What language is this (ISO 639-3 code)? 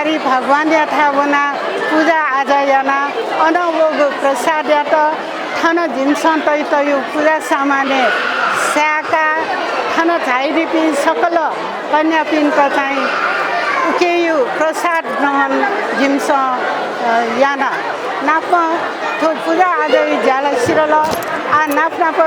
new